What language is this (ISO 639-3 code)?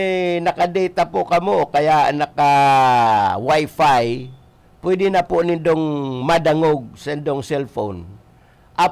bik